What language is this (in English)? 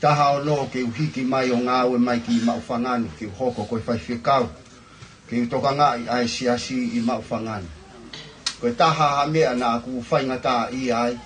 Tongan